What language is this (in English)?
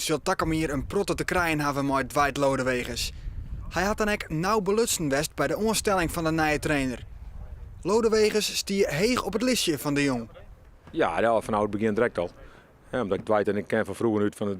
Western Frisian